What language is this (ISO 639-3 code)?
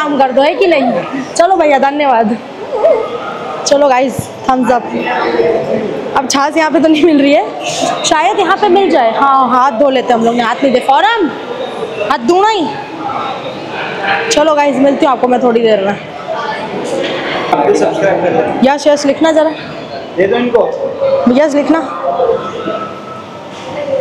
hin